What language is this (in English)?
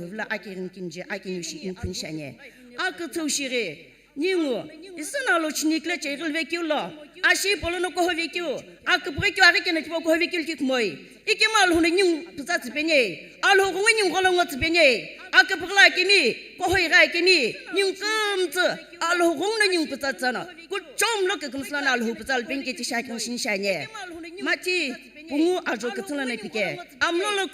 Sumi Naga